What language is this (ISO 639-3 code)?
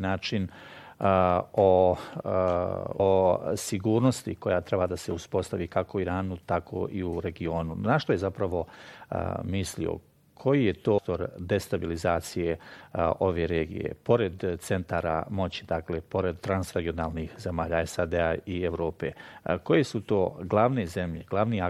bos